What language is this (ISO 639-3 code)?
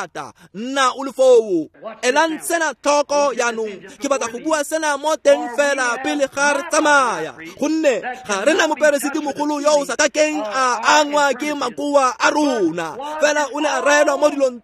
tsn